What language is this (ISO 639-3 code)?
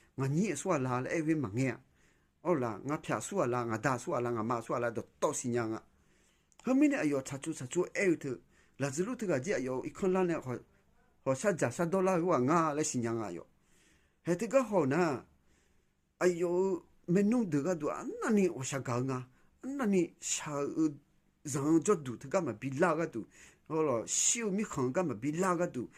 ahk